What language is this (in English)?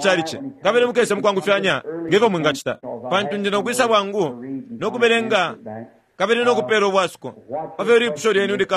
Bemba